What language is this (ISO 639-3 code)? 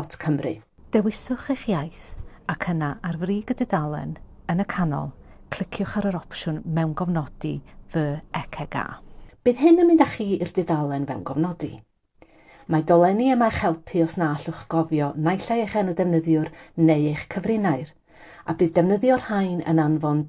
cym